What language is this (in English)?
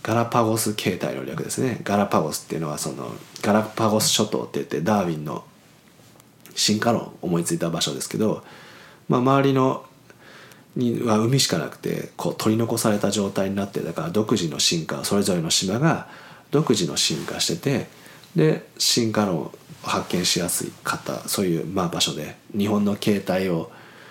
Japanese